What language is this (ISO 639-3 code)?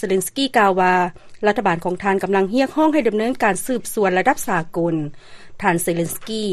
lao